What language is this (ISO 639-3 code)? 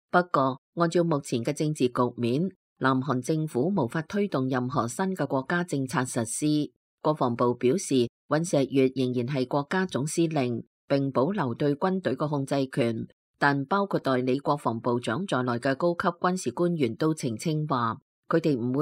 yue